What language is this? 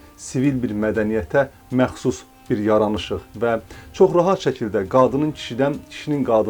Azerbaijani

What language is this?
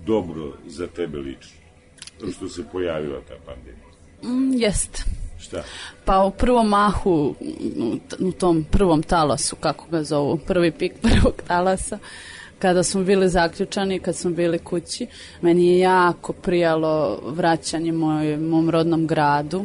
Serbian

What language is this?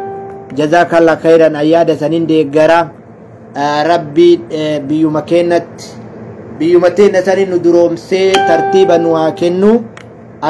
Oromo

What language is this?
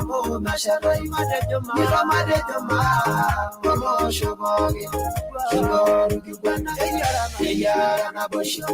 Masai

